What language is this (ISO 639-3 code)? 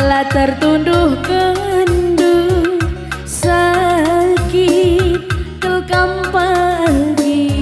btx